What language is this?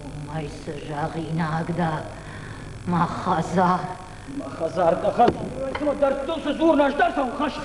Ossetic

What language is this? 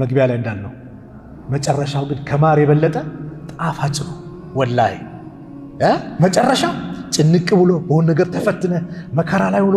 Amharic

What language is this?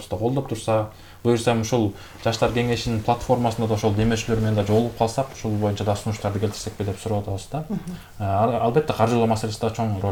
Kyrgyz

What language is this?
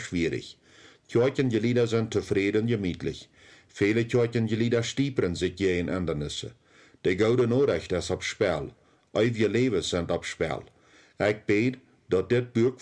Plautdietsch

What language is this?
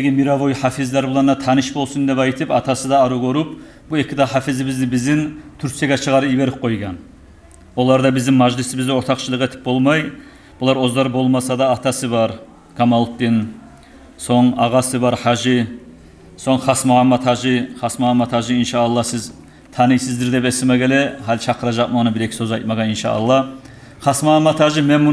Kumyk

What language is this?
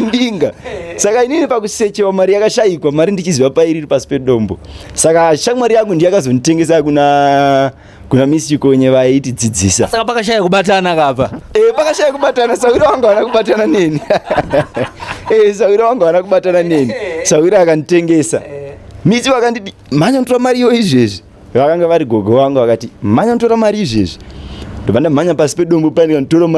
Shona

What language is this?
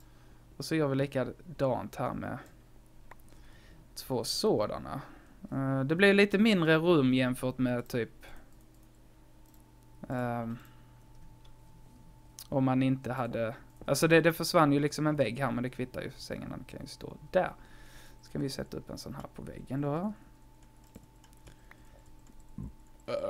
Swedish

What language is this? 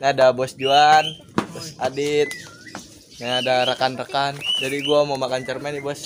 Betawi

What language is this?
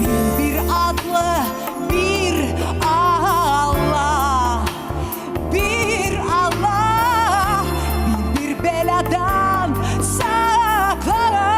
Crimean Tatar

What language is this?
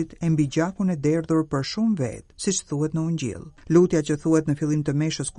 Albanian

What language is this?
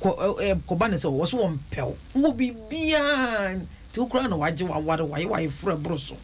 Akan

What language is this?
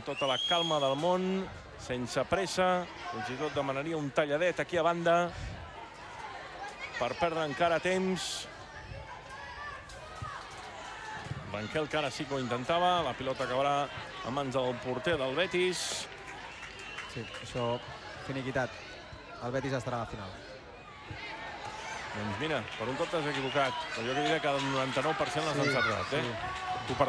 Catalan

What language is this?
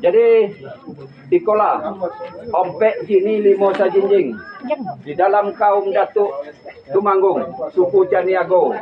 Minangkabau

